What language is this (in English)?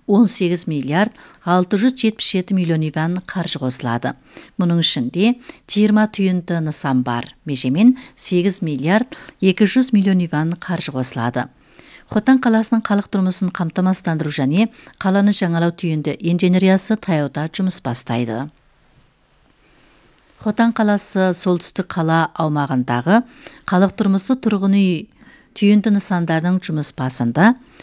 Kazakh